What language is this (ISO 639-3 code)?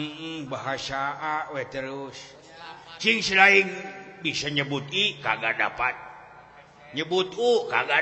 sun